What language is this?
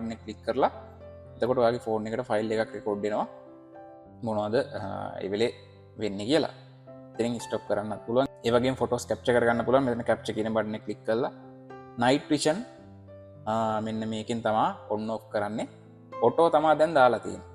Sinhala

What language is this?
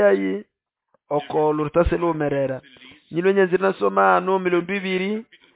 Nande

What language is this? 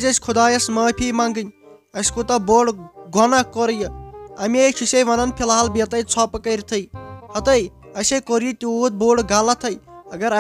Kashmiri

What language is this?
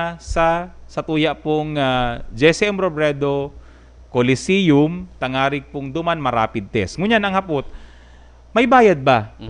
Bikol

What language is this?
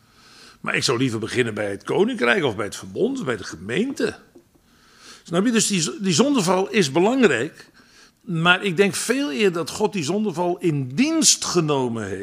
Dutch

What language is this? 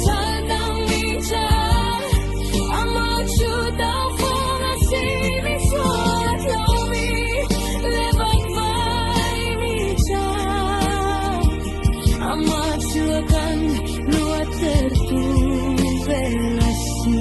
Falam Chin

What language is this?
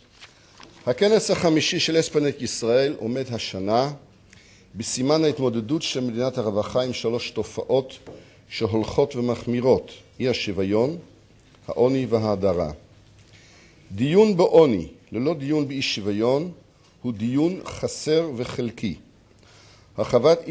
Hebrew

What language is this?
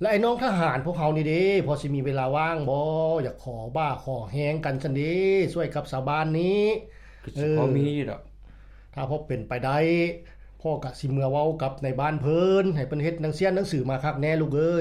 Lao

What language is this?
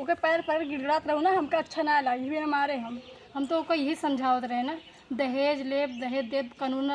Awadhi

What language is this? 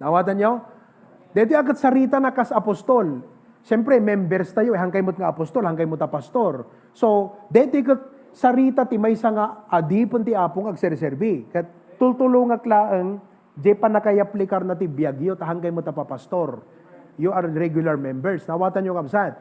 Iloko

